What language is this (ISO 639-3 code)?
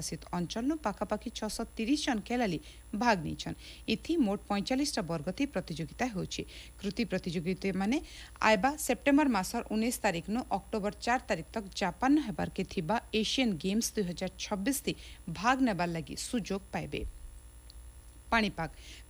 ori